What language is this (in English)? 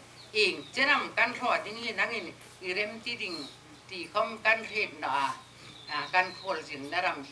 Hmar